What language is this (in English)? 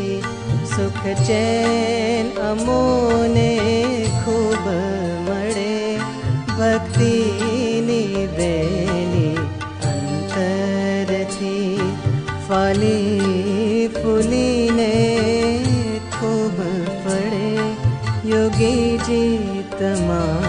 Gujarati